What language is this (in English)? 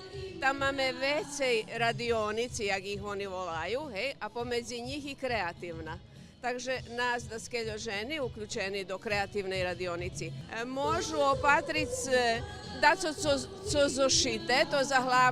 Rusyn